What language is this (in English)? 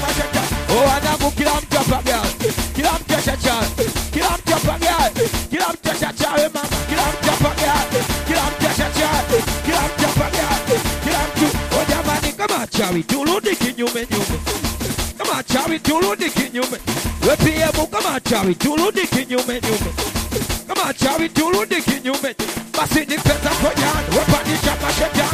Swahili